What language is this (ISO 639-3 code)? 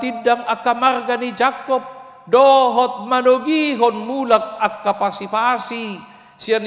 bbc